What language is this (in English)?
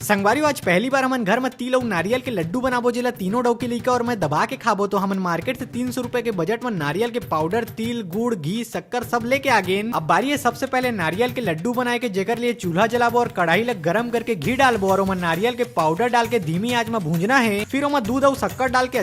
Chhattisgarhi